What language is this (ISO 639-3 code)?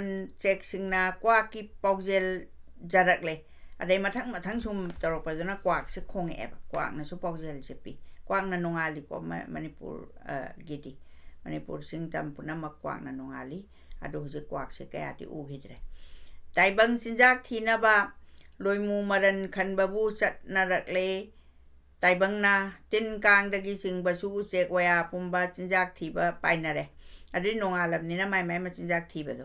mni